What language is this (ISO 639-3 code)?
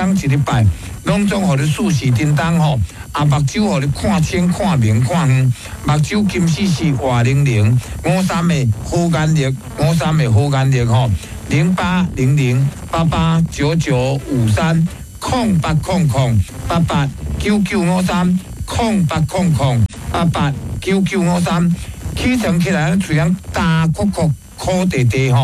nan